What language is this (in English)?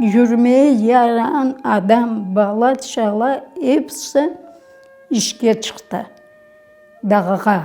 Crimean Tatar